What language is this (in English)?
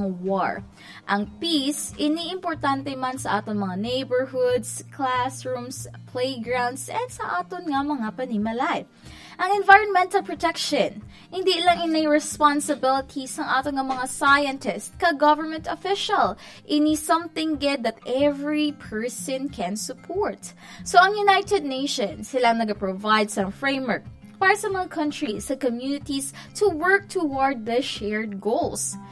Hiligaynon